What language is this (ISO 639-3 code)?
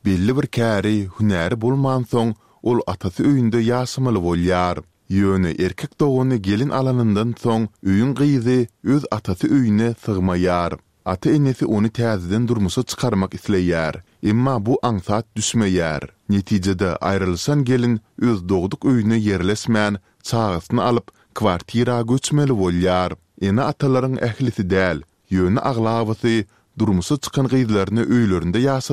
tuk